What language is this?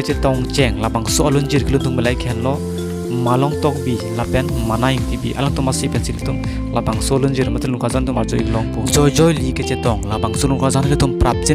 Karbi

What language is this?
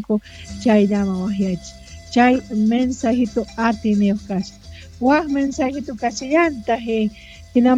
South Bolivian Quechua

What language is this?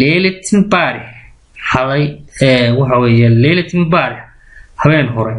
Somali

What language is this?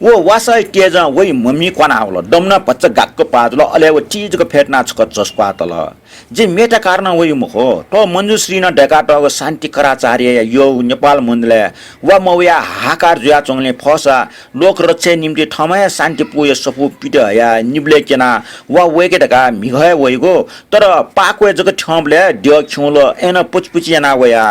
Newari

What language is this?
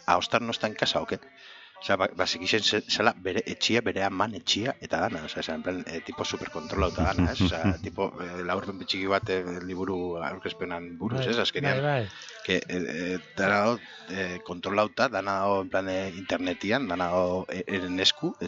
Basque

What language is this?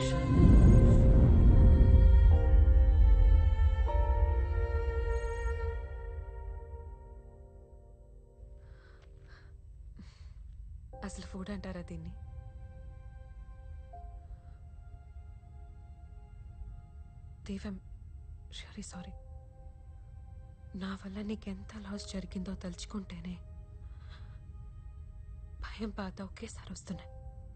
Telugu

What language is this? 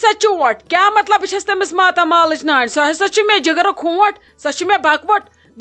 Kashmiri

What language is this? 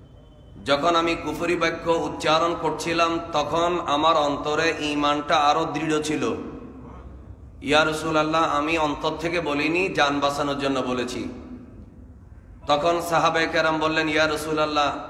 Bangla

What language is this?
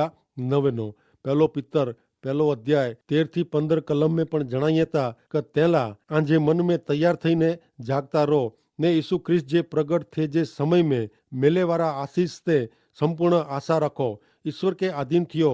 Kachhi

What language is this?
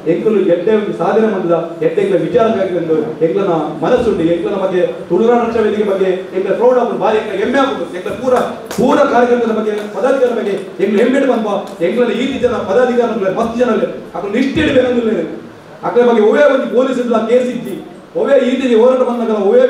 Tulu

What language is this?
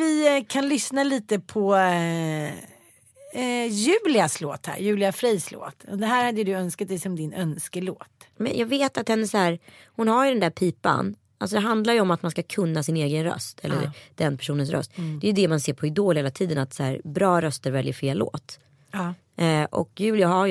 Swedish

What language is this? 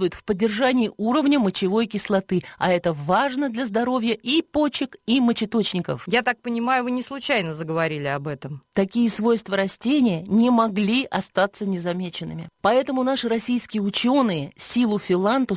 Russian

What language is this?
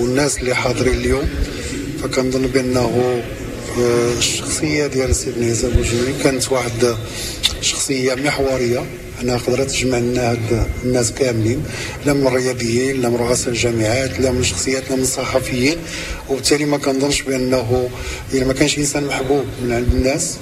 Moroccan Arabic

